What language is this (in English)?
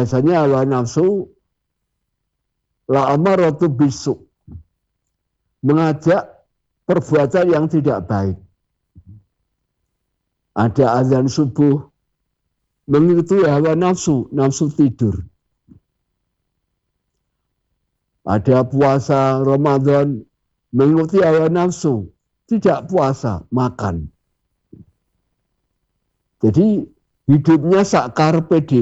Indonesian